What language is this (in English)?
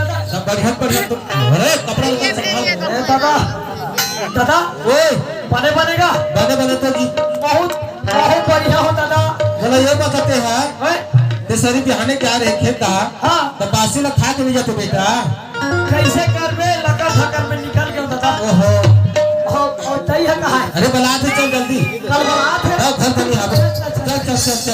Chhattisgarhi